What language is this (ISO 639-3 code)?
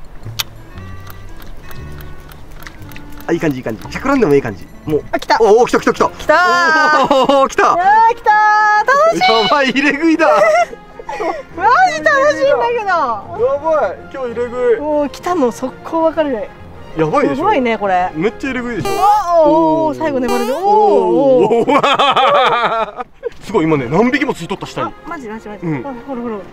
jpn